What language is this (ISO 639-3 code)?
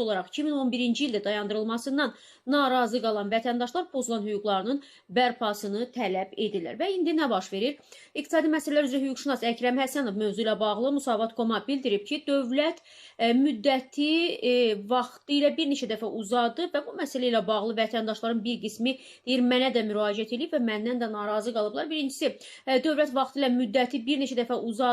aze